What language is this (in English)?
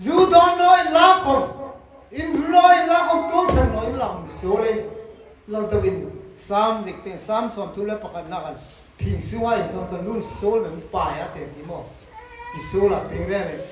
Hmar